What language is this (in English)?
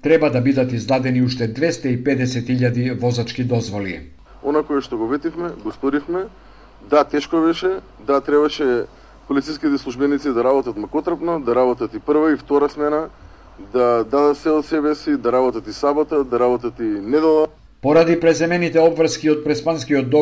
Macedonian